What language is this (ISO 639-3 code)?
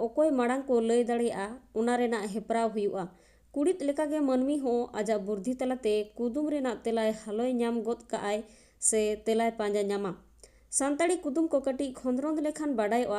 sat